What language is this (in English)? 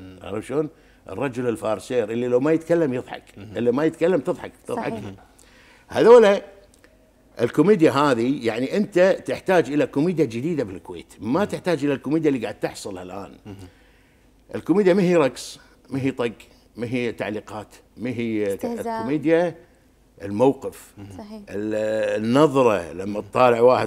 Gulf Arabic